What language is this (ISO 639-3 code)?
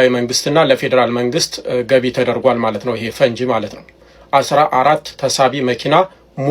amh